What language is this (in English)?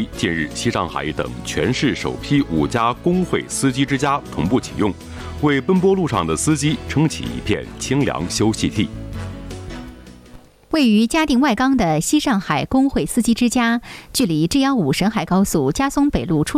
Chinese